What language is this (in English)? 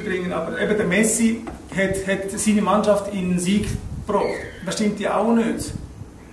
Swiss German